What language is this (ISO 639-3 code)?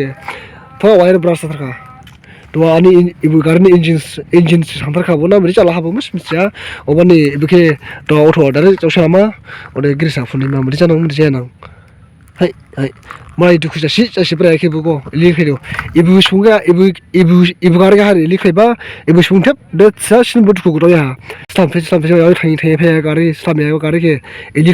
dis